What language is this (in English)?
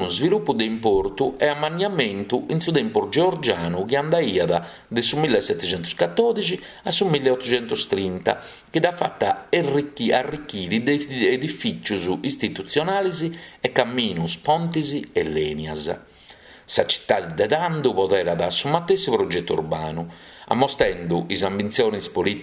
Sardinian